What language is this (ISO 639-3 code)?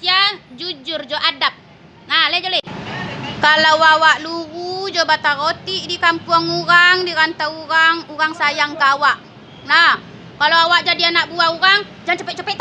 min